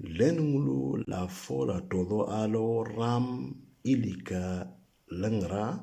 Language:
Moro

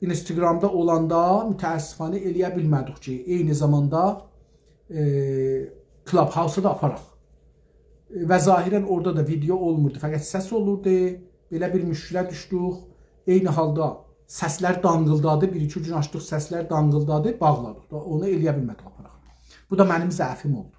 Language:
South Azerbaijani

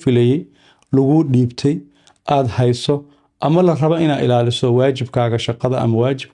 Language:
Somali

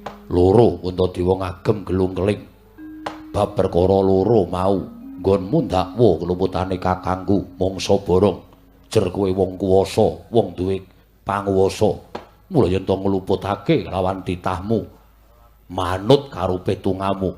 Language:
Javanese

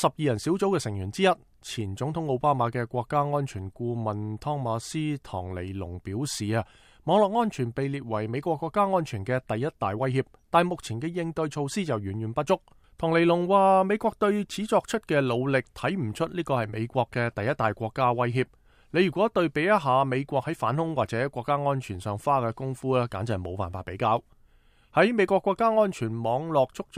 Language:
Cantonese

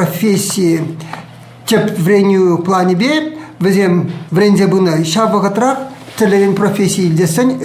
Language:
Chuvash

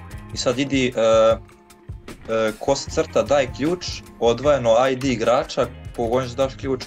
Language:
Croatian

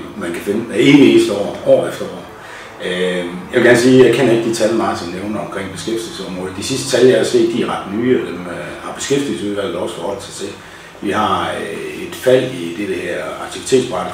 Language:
Danish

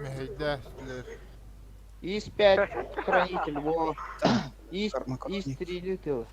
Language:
Yakut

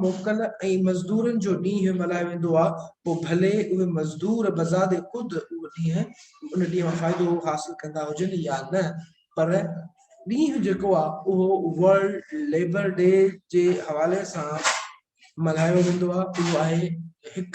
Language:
Sindhi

